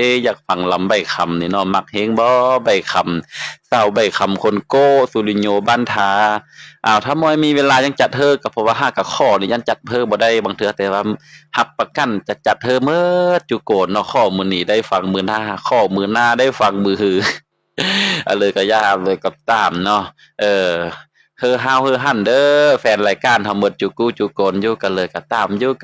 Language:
Lao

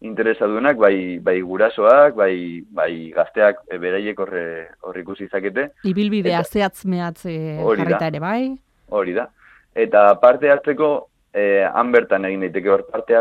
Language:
Basque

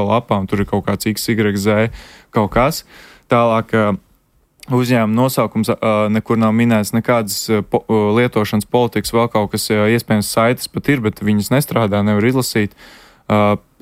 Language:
Latvian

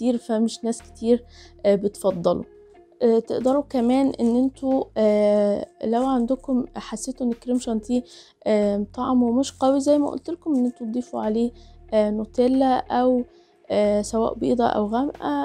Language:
Egyptian Arabic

